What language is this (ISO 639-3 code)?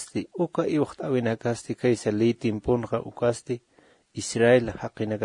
aym